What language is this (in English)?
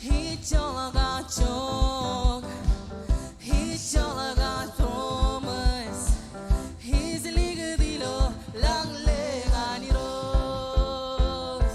Marshallese